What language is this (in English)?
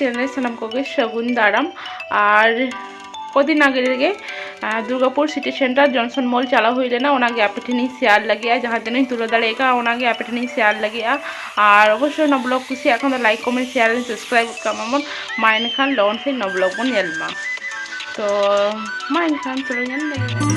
Santali